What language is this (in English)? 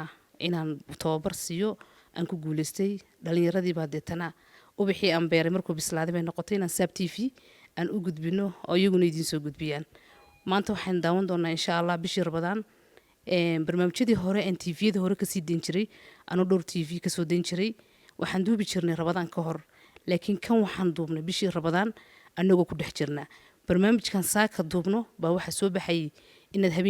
Somali